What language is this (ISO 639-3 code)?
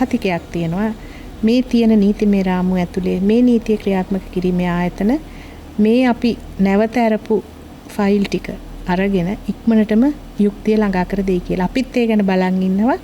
sin